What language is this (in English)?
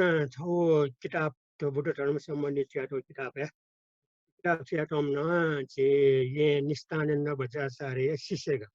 Newari